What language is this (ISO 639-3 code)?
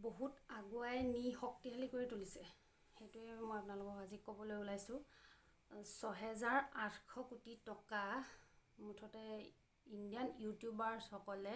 asm